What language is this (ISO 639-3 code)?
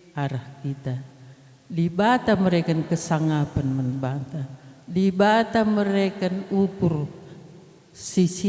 btx